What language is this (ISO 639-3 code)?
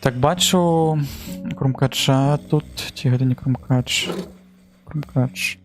bel